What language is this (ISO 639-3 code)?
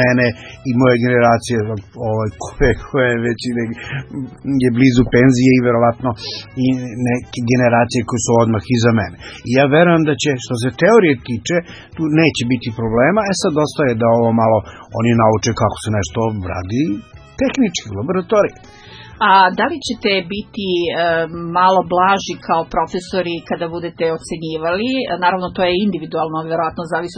srp